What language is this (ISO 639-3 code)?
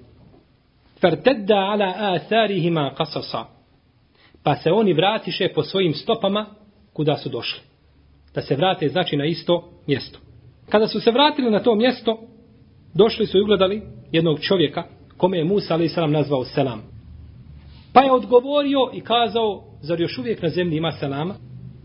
bos